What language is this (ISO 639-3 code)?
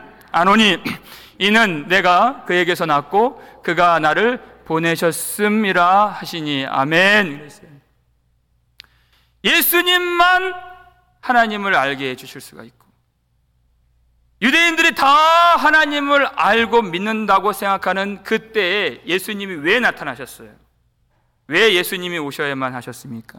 kor